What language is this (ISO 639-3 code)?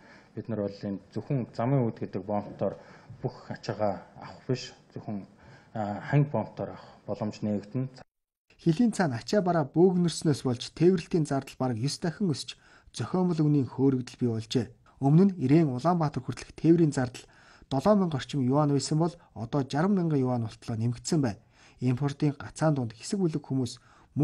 mon